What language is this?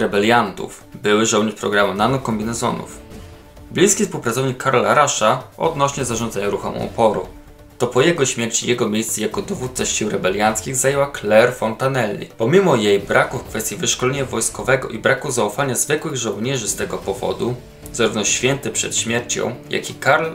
Polish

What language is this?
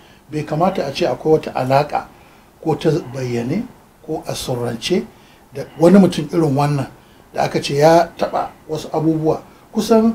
Hausa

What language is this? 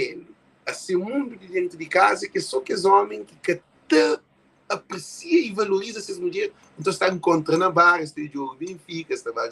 Kabuverdianu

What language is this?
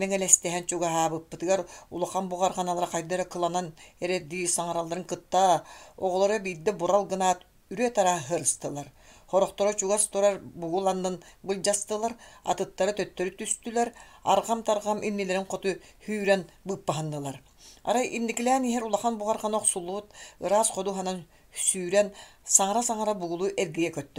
Yakut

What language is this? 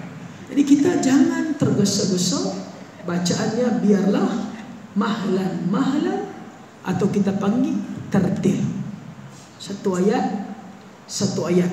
Malay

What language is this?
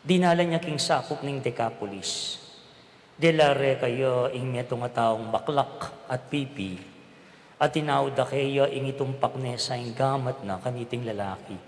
Pampanga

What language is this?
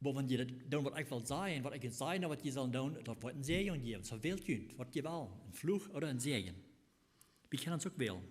Plautdietsch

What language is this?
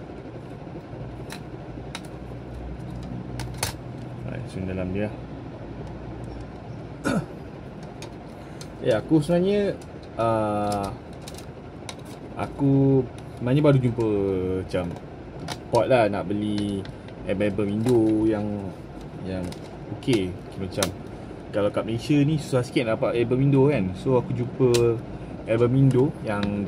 Malay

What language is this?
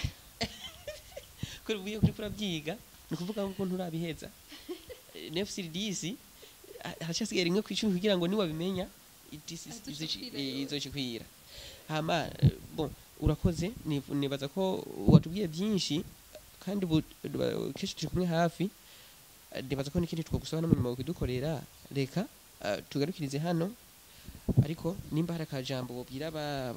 Rundi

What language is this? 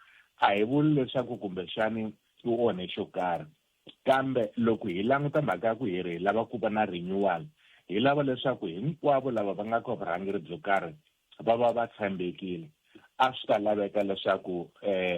Tsonga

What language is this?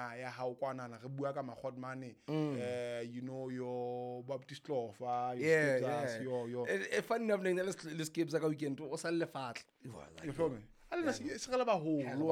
Southern Sotho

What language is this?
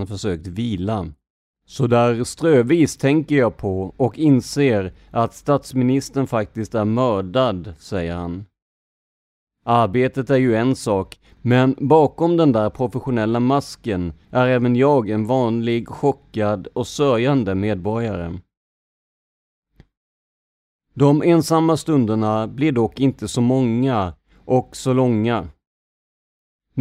Swedish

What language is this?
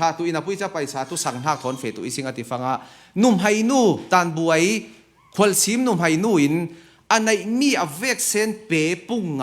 Falam Chin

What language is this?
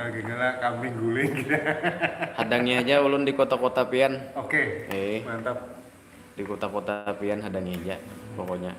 Banjar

